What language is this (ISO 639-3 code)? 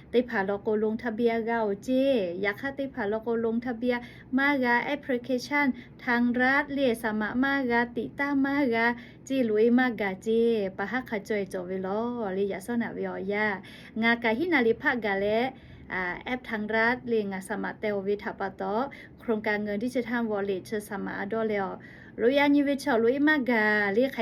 lhu